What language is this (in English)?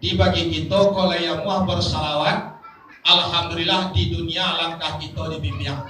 Minangkabau